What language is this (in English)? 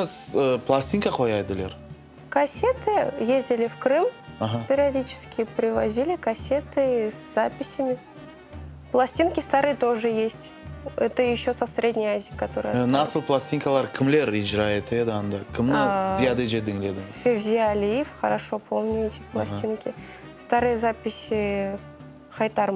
Crimean Tatar